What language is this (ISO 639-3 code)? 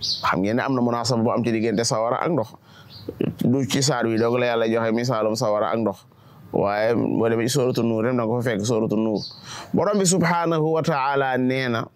wol